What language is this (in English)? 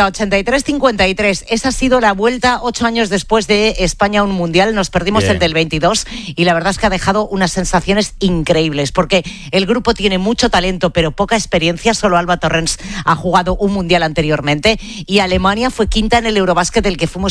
Spanish